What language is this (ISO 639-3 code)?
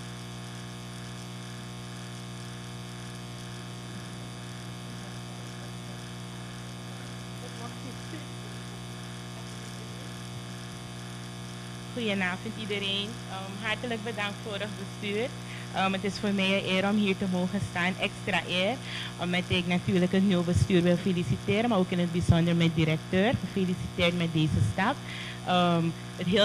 nld